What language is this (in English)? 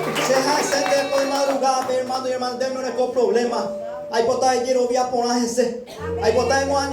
Guarani